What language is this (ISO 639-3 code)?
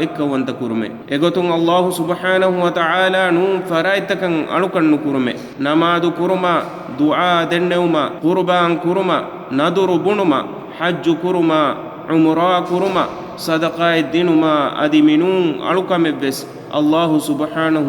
div